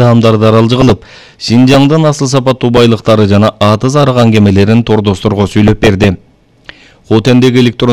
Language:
Kyrgyz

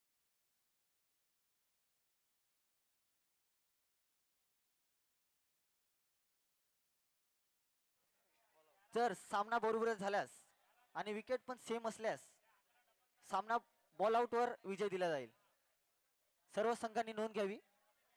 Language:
Marathi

